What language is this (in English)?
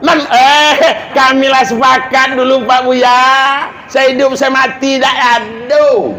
Minangkabau